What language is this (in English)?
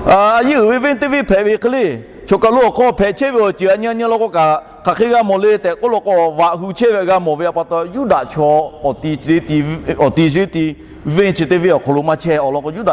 Lahu